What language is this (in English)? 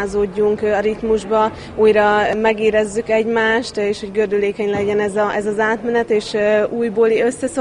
Hungarian